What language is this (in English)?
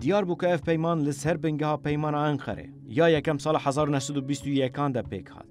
Kurdish